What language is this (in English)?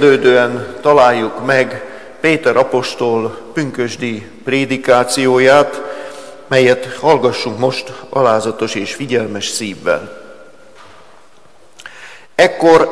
Hungarian